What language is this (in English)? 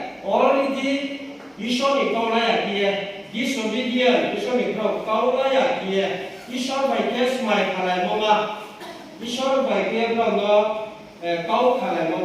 Riang (India)